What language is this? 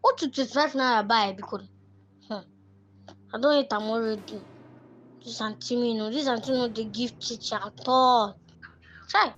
Nigerian Pidgin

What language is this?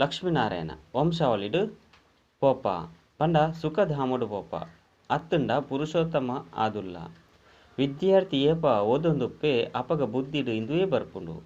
Tulu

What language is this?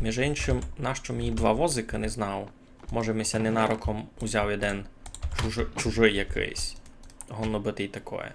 Rusyn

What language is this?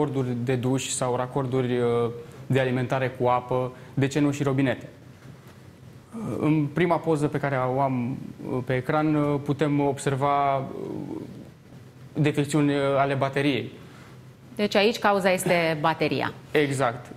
Romanian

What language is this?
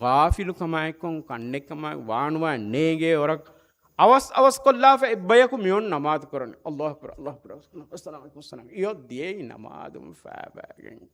Divehi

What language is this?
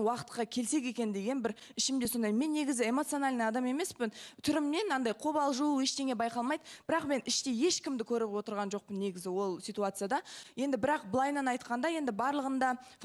Kazakh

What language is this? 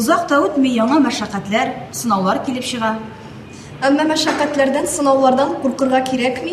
Tatar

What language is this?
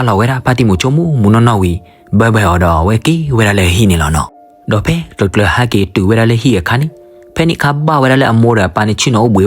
S'gaw Karen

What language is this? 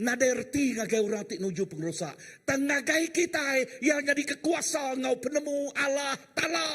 Iban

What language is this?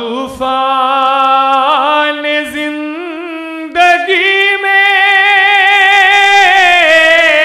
Hindi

